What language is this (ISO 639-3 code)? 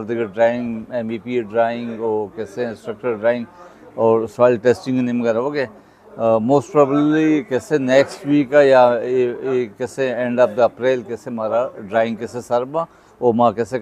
bal